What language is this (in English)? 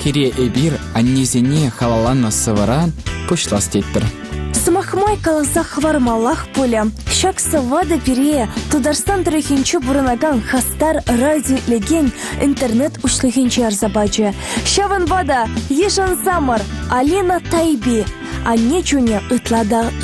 Chuvash